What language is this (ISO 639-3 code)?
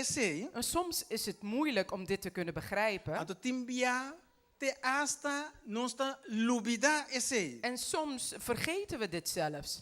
pap